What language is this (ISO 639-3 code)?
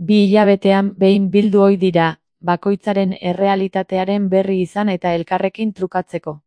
eus